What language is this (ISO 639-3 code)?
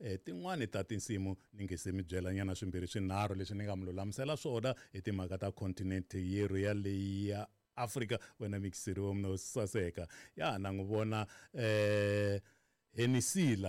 tso